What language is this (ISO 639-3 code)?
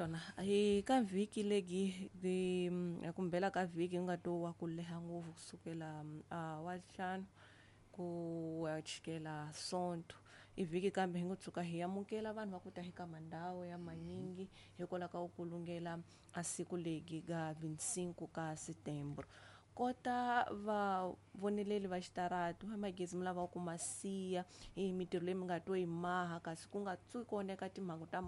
tso